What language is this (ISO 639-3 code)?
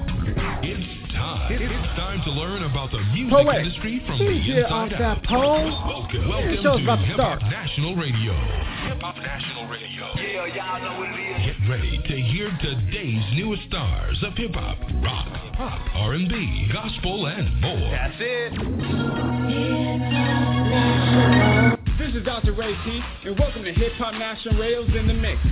eng